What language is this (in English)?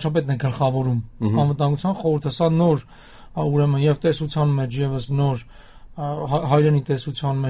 Armenian